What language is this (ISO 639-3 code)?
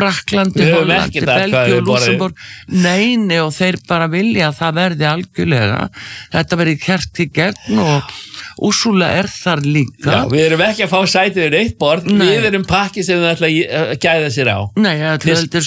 isl